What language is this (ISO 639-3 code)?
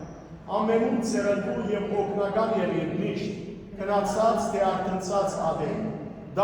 hyw